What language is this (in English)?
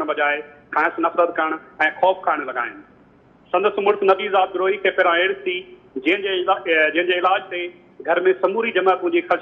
Sindhi